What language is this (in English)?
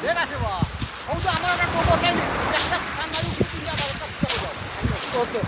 Sylheti